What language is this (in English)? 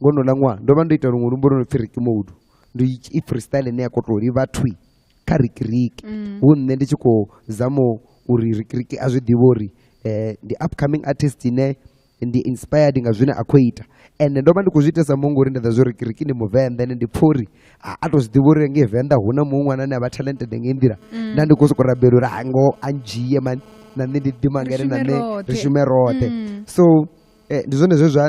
Venda